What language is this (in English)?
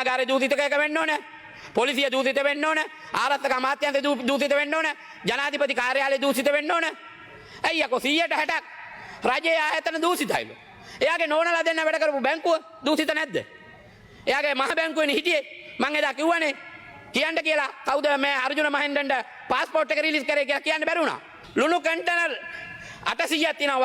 Sinhala